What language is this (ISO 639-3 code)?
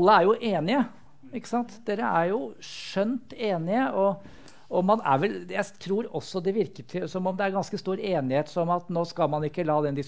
nor